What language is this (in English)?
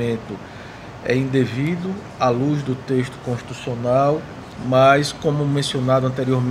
Portuguese